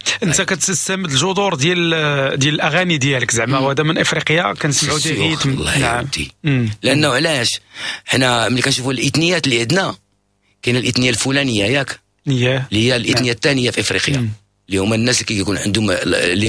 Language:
Moroccan Arabic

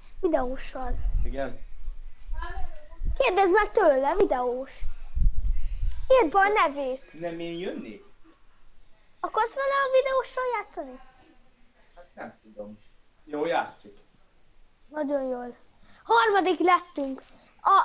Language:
Hungarian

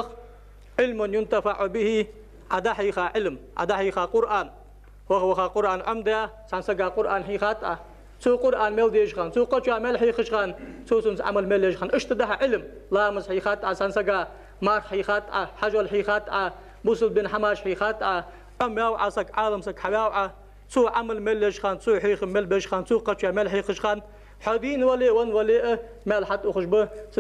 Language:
Ingush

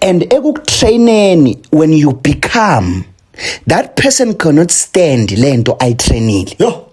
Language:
Zulu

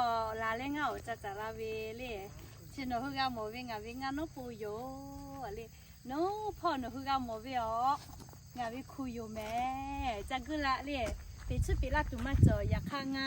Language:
Lahu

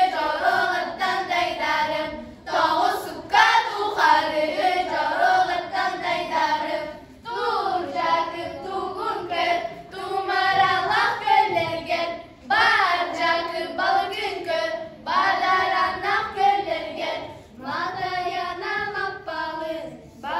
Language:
Yakut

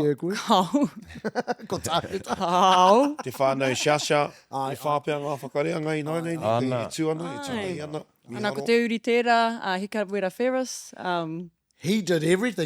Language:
Māori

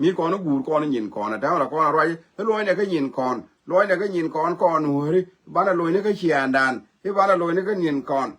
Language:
Nuer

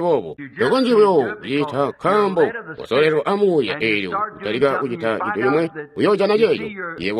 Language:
Tonga (Zambia)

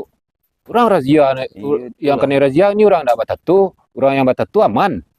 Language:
Minangkabau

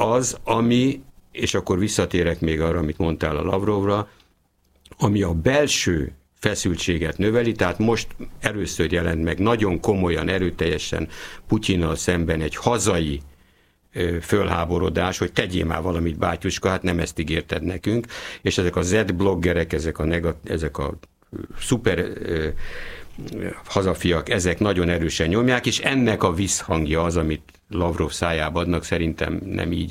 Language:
Hungarian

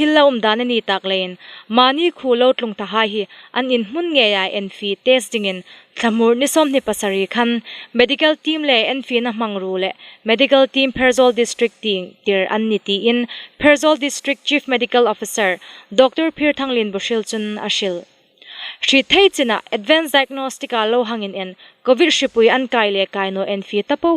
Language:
Hmar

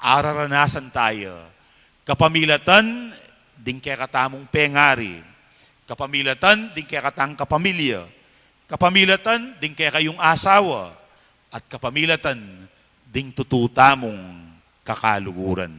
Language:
Pampanga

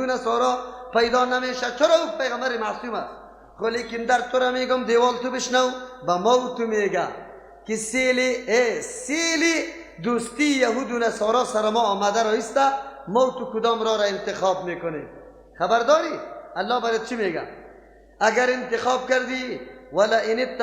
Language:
Persian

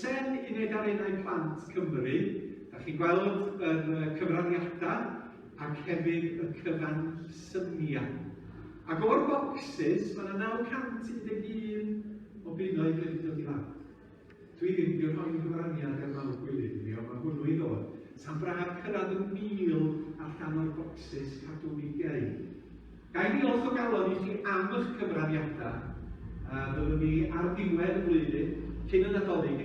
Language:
Welsh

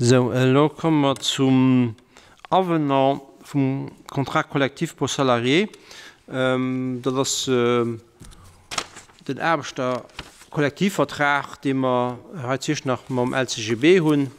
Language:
Luxembourgish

